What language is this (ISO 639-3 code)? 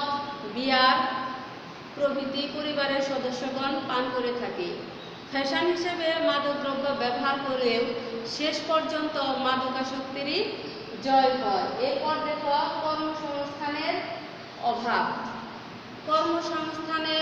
ben